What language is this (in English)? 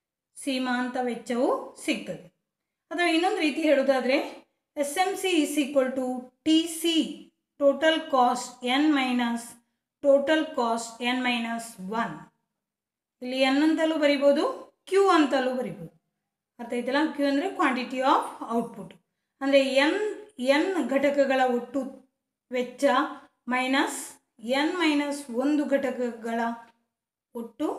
Kannada